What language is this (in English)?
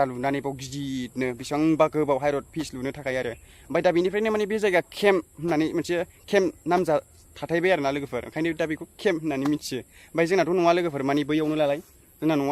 Bodo